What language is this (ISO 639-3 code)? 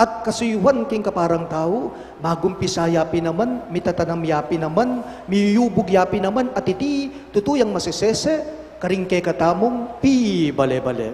pam